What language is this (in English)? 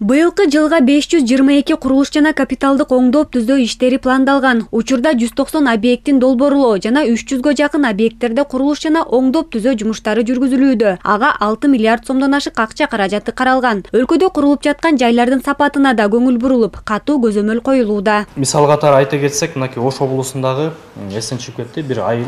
Kyrgyz